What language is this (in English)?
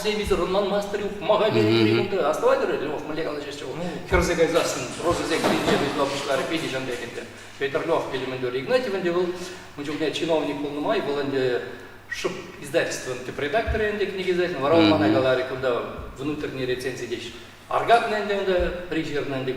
Chuvash